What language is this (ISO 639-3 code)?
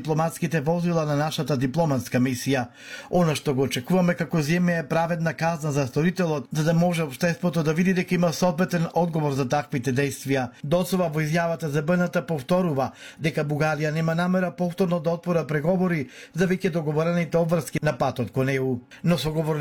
mkd